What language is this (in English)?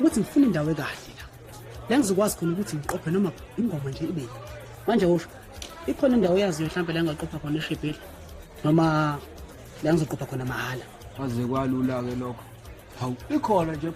Zulu